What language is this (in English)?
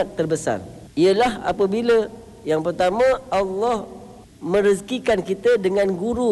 Malay